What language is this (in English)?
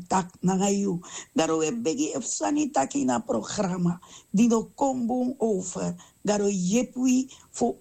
Sranan Tongo